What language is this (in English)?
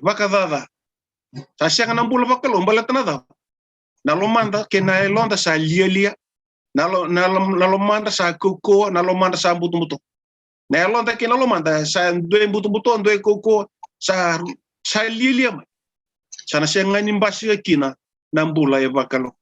Fijian